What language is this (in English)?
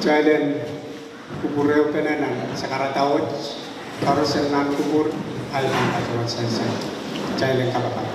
Pohnpeian